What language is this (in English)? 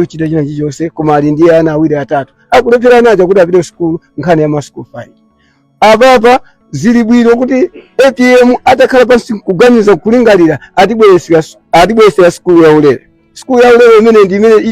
Nyanja